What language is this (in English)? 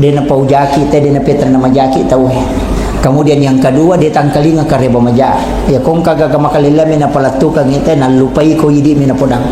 Buginese